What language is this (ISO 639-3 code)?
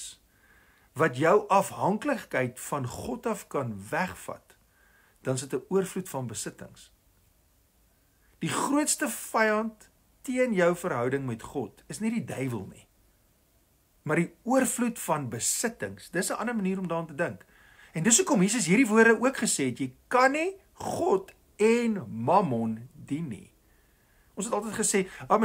afr